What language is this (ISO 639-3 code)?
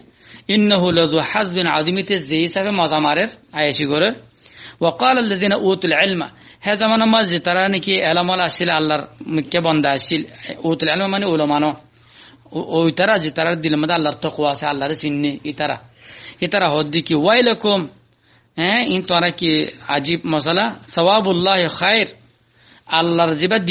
rhg